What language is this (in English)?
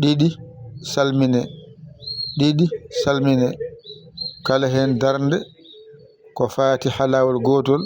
Fula